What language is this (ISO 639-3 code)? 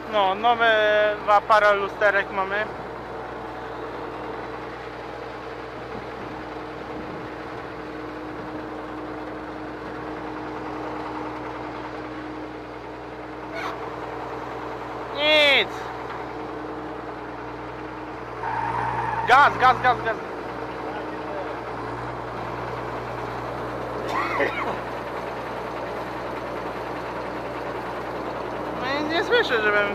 pol